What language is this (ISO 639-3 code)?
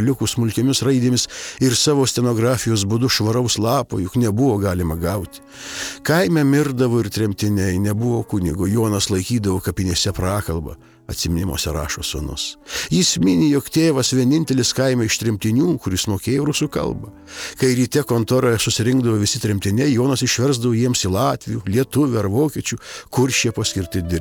lit